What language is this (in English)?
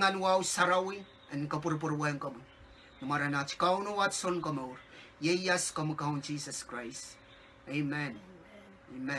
Pohnpeian